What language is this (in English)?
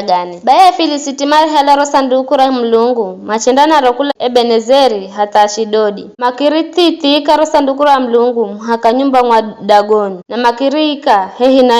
Giryama